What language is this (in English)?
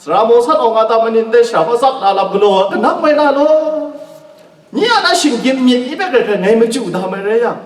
Kachin